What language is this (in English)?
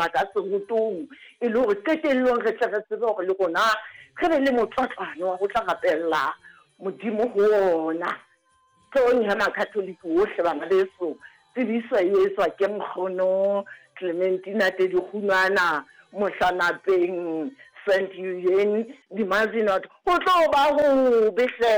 Southern Sotho